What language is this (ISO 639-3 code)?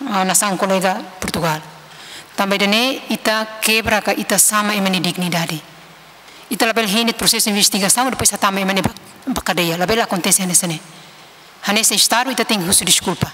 tet